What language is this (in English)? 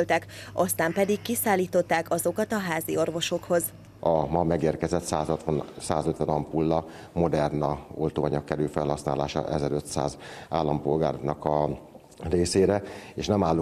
Hungarian